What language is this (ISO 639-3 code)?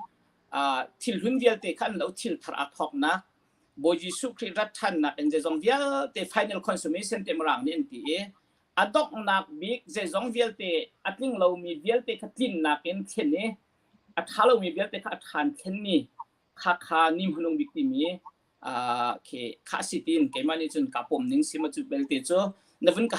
cnh